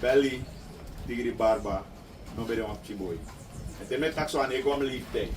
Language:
Sranan Tongo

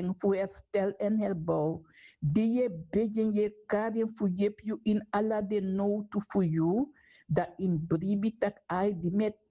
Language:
Sranan Tongo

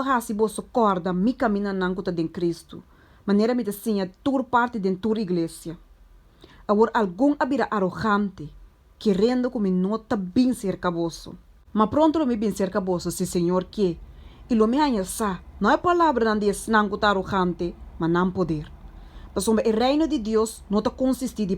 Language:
Papiamento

